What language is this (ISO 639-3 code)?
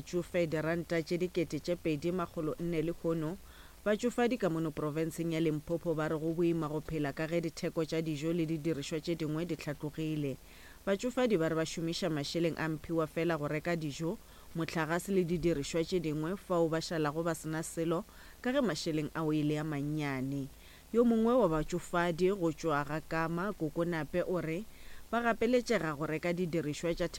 nso